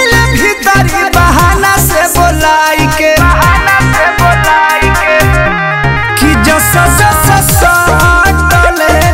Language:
Bhojpuri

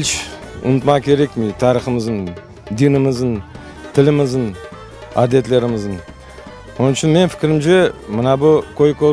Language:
Crimean Tatar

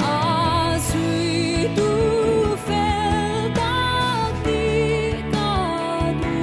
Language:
Mizo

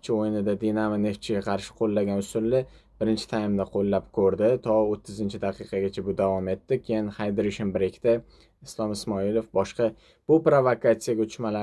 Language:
Uzbek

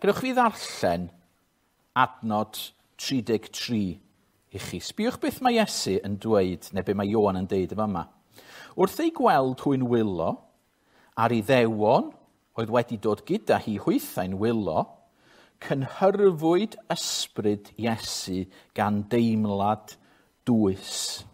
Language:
Welsh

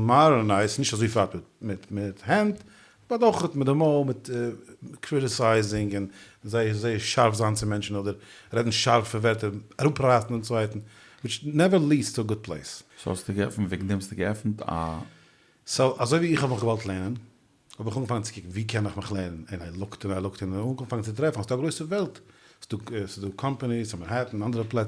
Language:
Yiddish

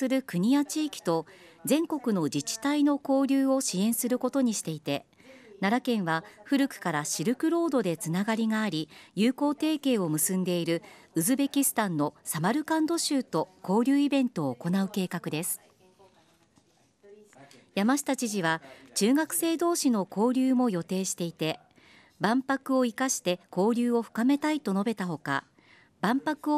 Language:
Japanese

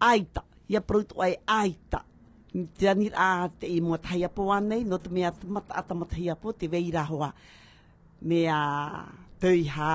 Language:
Tahitian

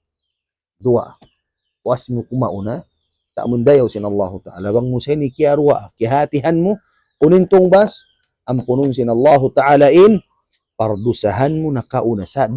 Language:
Tausug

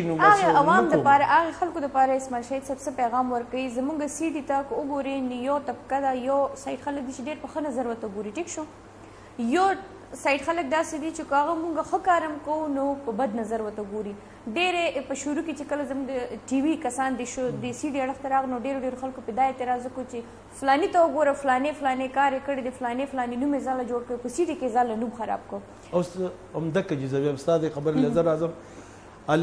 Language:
Pashto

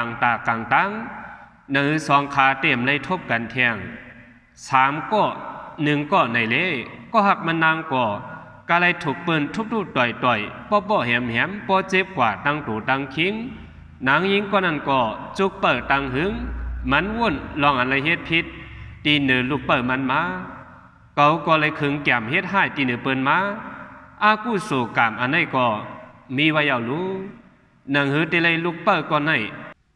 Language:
Shan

